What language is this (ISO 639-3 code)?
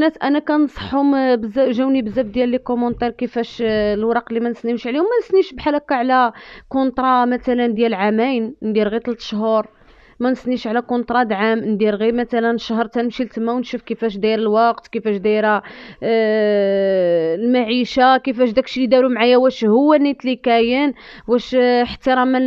ary